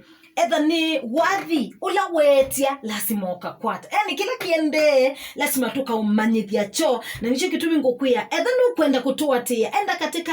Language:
Kamba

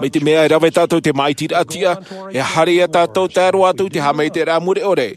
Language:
Tahitian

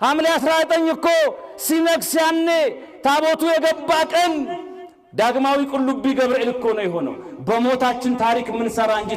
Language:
Amharic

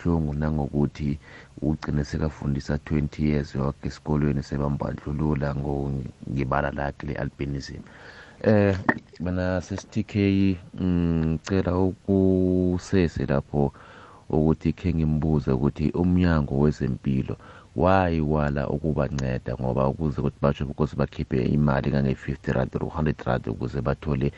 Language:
South Ndebele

